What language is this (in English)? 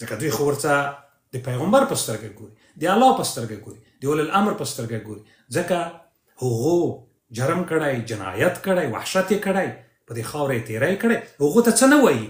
Pashto